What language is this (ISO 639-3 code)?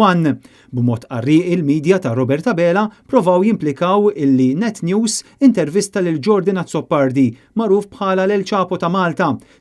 mlt